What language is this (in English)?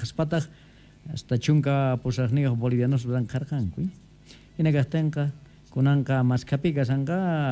Quechua